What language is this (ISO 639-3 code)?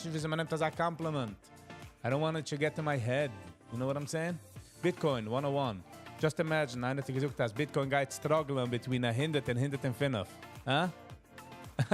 yid